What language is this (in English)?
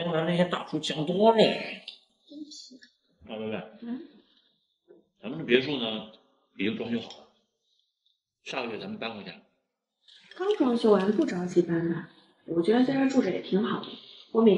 Chinese